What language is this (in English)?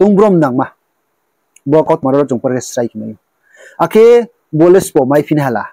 Riang (India)